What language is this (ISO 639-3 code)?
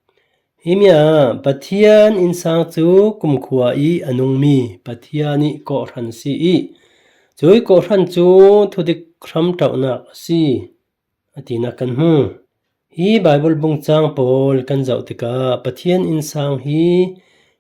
cfm